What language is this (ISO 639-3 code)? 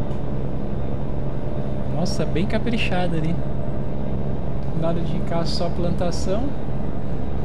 por